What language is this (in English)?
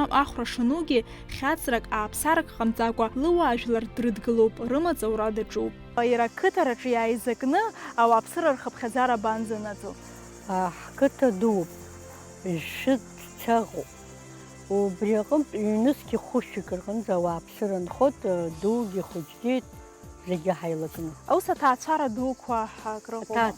Abkhazian